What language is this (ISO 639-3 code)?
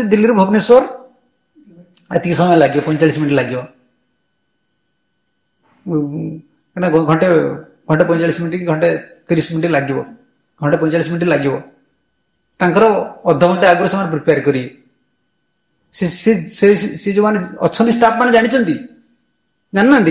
ori